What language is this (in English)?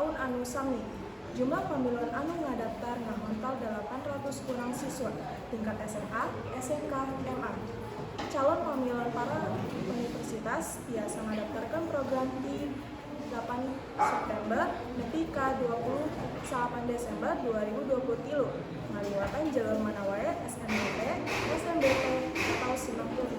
Sundanese